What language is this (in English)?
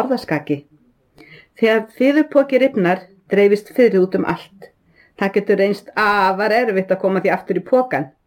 Icelandic